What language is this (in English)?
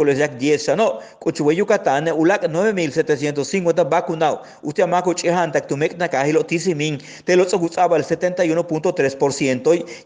Yucateco